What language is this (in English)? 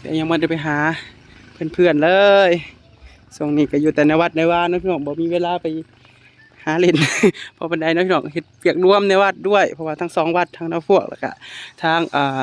Northeastern Thai